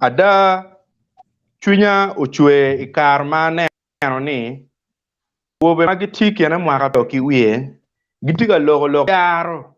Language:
Acoli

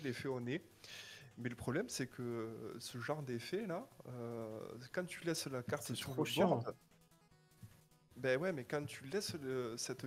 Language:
French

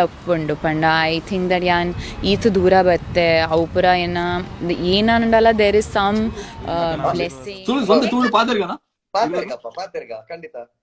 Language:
Tulu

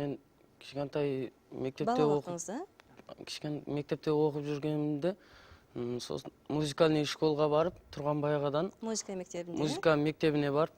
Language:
Kara-Kalpak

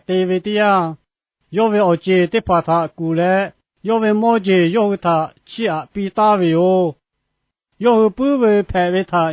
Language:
Lahu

